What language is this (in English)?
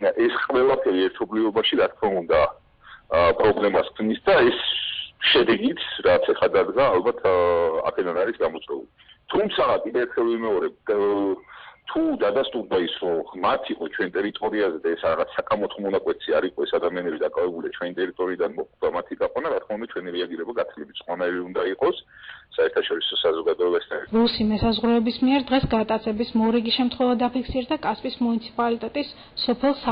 Georgian